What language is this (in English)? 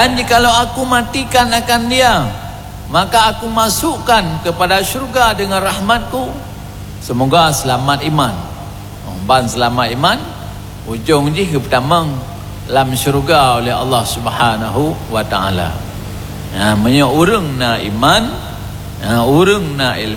Achinese